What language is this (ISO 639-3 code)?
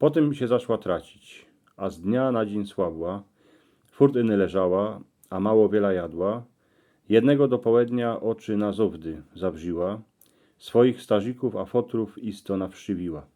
szl